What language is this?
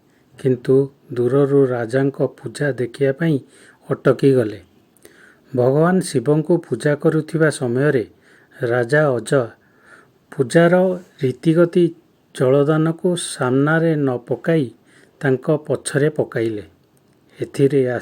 Odia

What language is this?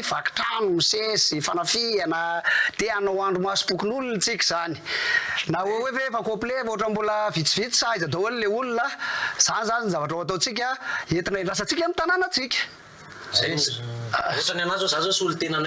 Malagasy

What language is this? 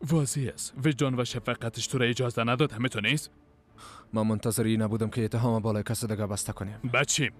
Persian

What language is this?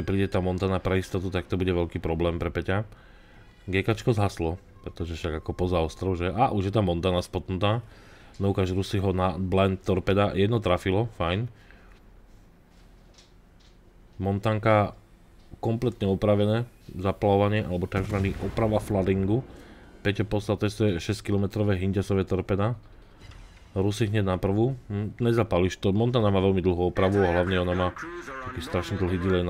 Slovak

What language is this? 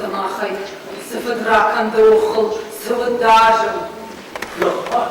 Ossetic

